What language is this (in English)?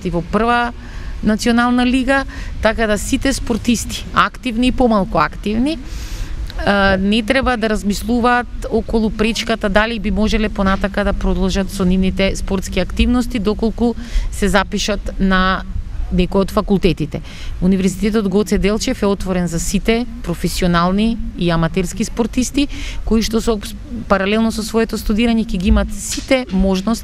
Macedonian